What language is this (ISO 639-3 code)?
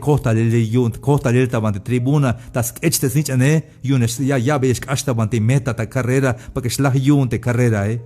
tzh